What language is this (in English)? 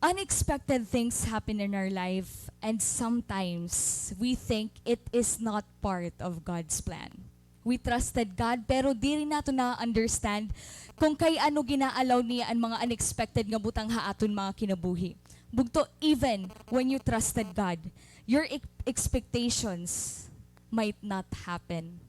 Waray